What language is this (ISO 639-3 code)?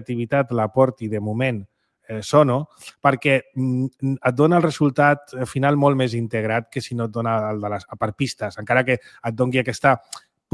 cat